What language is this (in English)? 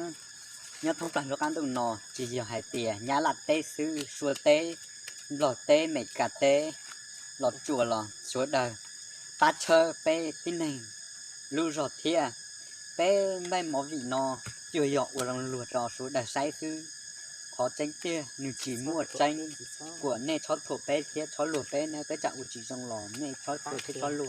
Hmong